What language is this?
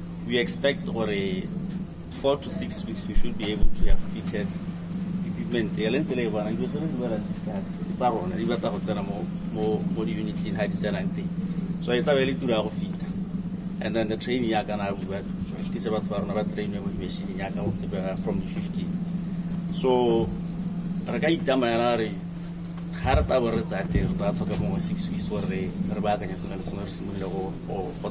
Tswana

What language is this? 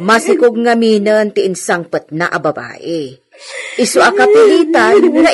Iloko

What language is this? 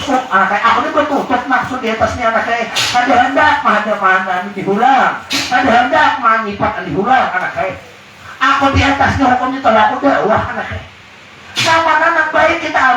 Banjar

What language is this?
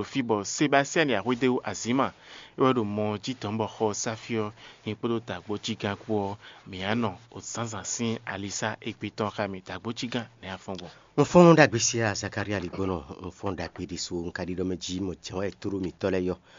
Fon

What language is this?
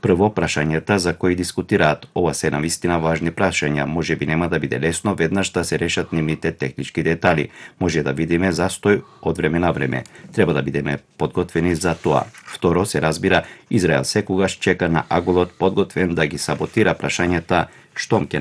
Macedonian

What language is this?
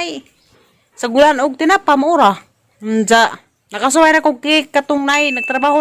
Cebuano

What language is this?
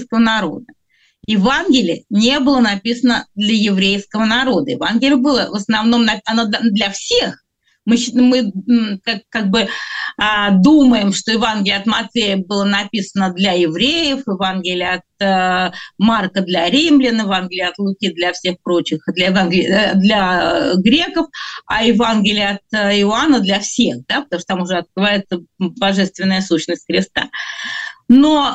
Russian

